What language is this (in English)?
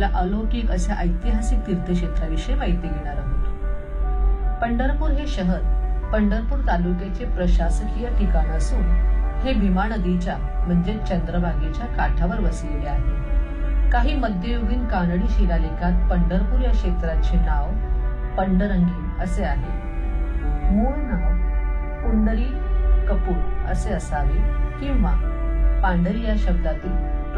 Marathi